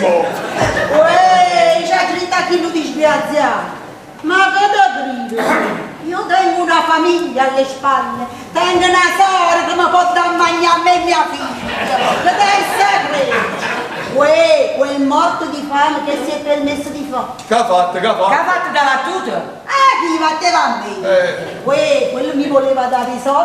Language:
Neapolitan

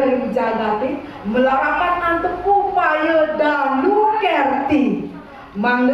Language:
Balinese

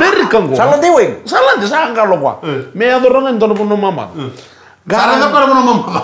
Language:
Fijian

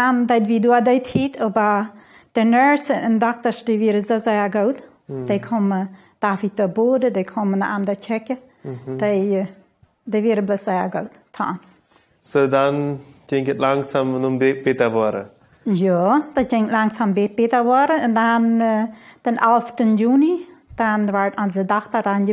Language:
Plautdietsch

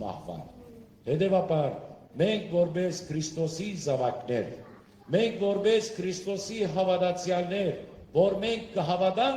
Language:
Western Armenian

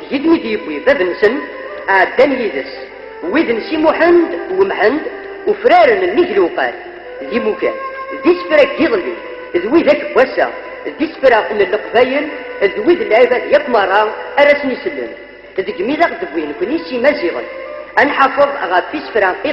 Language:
Kabyle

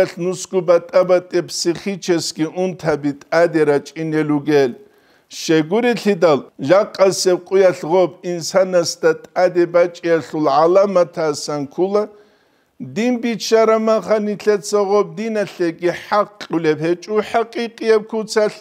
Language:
Avaric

